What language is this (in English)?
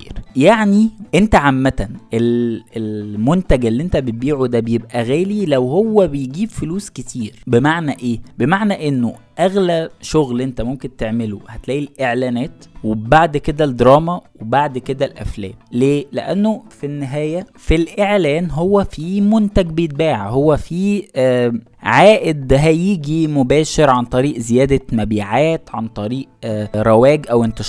Egyptian Arabic